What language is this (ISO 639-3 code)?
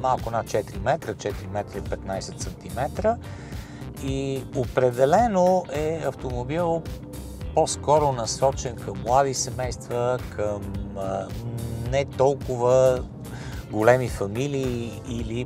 bul